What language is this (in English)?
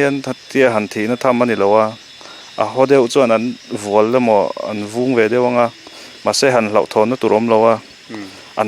Mizo